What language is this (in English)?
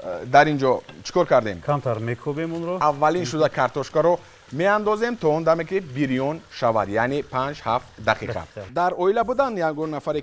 Tajik